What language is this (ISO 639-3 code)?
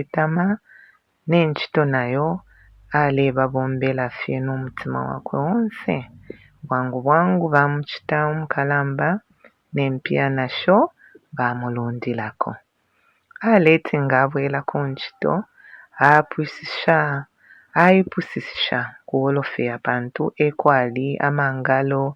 bem